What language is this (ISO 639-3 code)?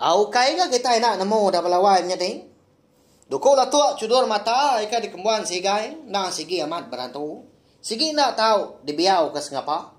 iba